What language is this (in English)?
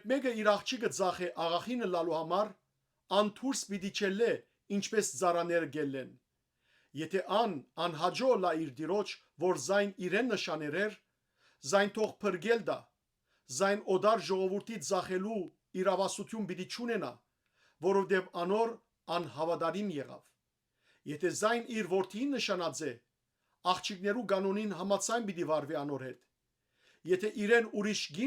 Western Armenian